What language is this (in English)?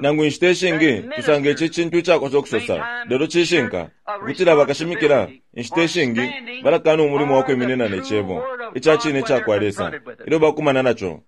Bemba